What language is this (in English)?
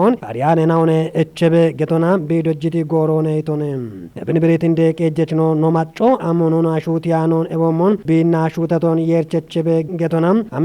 Kafa